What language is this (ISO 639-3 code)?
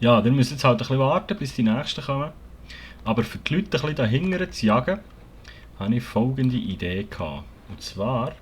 gsw